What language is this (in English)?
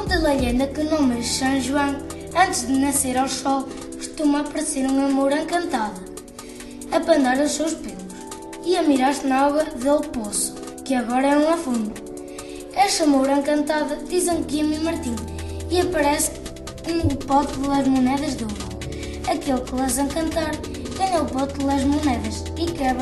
Mirandese